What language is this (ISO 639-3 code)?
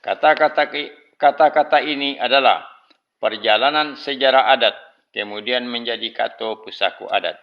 min